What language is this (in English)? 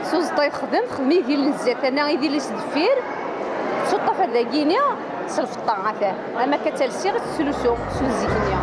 Kabyle